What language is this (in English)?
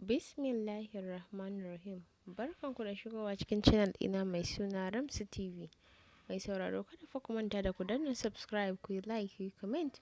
Hausa